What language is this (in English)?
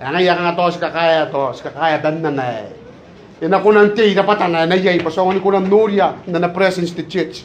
Gilbertese